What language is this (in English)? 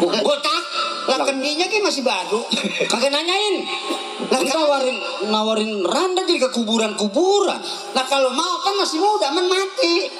Betawi